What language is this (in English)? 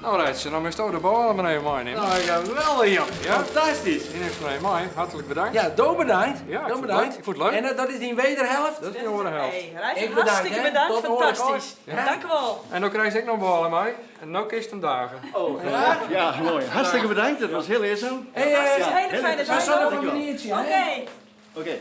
Western Frisian